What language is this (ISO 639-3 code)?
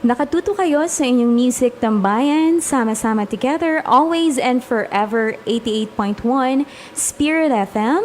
hil